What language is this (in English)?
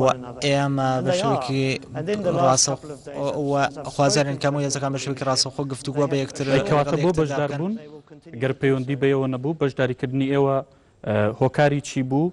Central Kurdish